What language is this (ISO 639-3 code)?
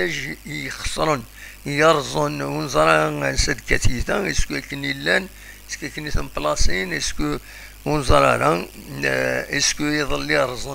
kab